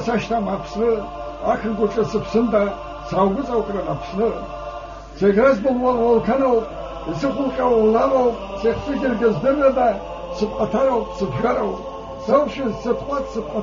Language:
Abkhazian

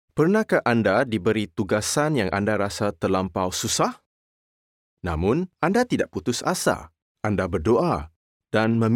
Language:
Malay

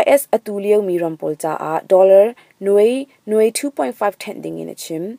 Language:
Hakha Chin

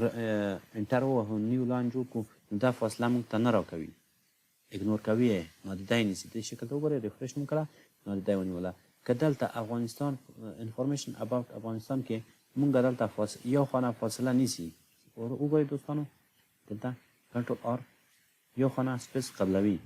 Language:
Pashto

